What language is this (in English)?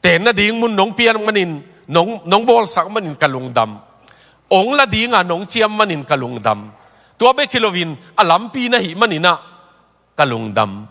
Tedim Chin